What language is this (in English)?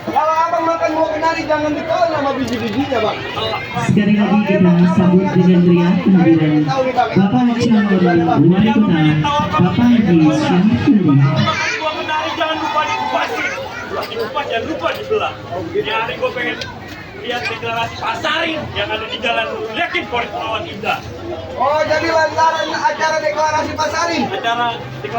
Betawi